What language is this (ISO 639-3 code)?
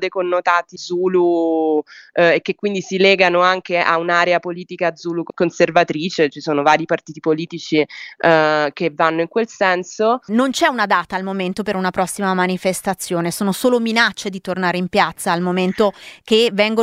ita